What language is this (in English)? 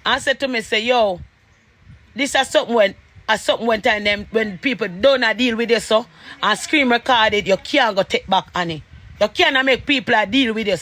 Jamaican Creole English